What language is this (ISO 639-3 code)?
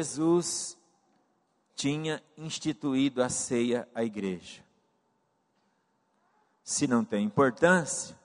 por